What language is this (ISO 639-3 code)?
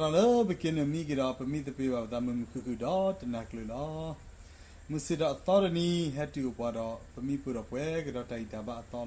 ksw